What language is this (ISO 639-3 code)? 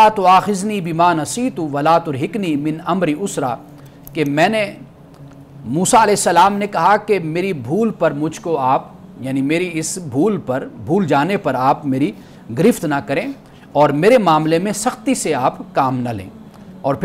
urd